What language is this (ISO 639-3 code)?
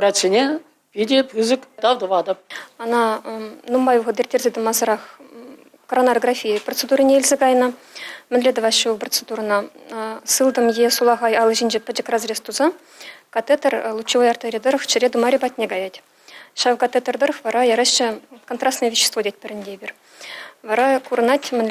chv